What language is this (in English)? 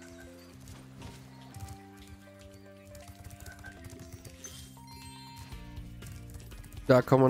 German